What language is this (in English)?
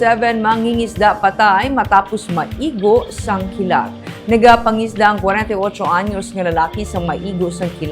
Hiligaynon